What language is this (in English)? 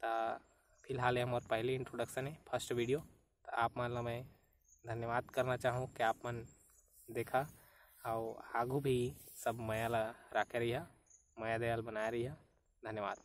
Chhattisgarhi